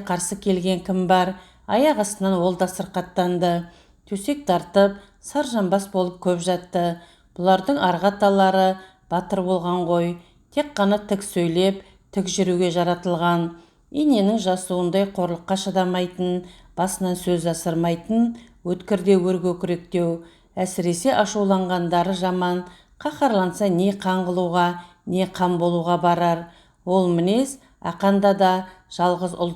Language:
Kazakh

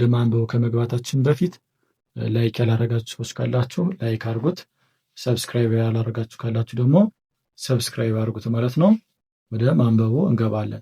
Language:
Amharic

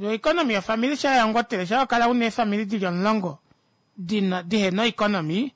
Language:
Kuanyama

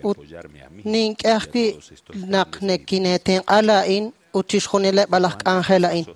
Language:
Kekchí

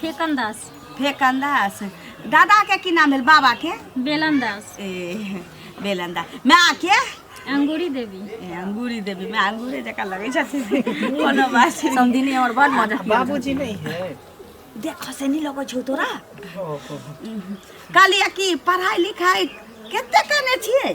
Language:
Maithili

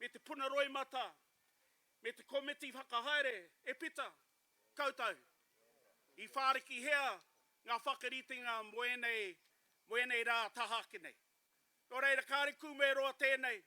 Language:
Māori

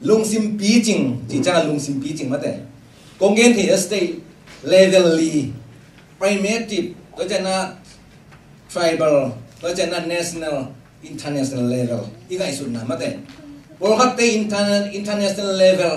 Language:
Tedim Chin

